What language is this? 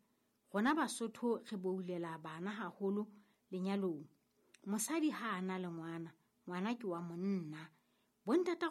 Southern Sotho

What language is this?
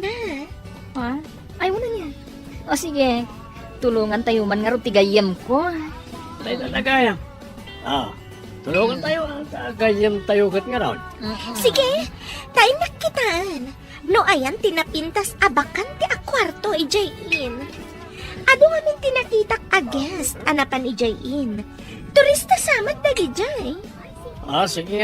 Iloko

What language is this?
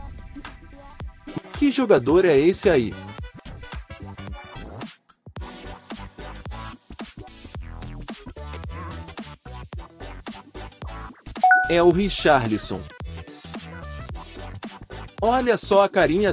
Portuguese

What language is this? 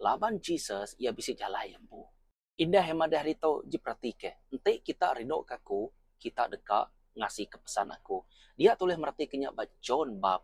Iban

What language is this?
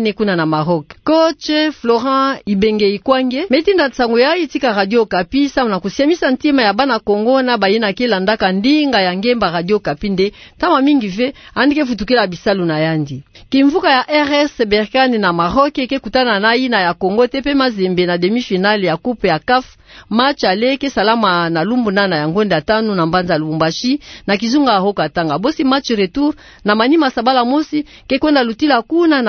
Kituba (Democratic Republic of Congo)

